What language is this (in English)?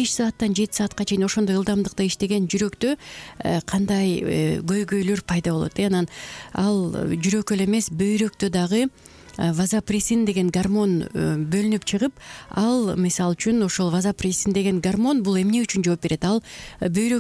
Kyrgyz